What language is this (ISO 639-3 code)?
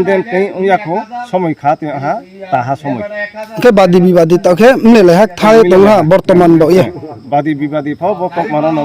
ria